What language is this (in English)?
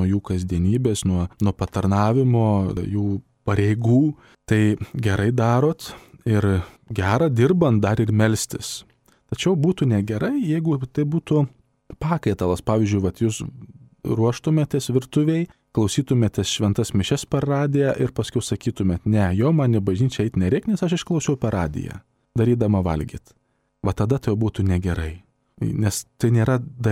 Lithuanian